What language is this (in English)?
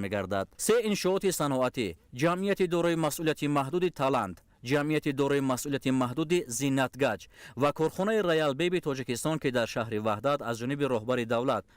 Tajik